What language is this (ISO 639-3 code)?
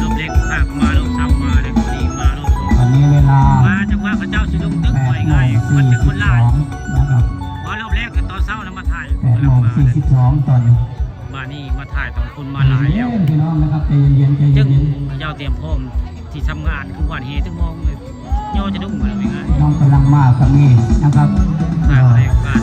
tts